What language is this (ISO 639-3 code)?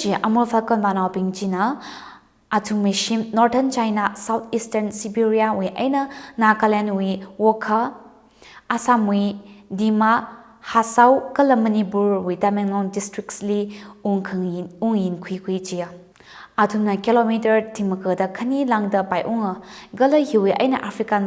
nmf